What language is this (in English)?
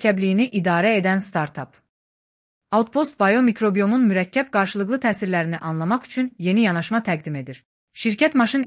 Azerbaijani